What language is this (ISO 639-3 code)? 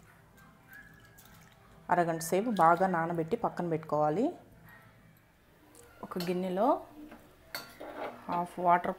tel